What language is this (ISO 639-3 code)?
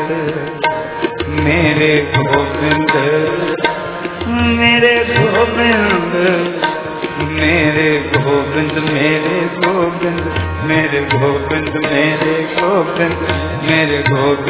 hin